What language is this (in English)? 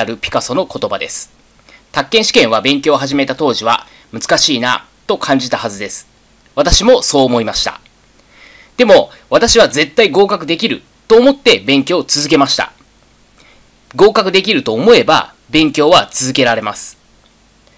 Japanese